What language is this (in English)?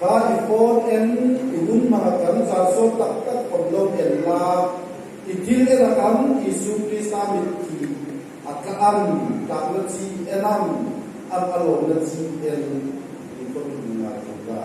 Hmar